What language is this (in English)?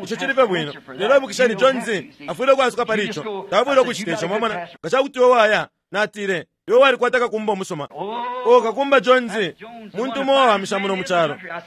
Bemba